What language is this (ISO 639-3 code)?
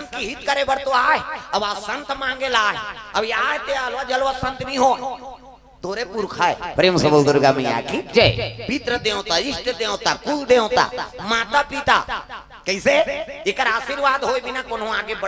hne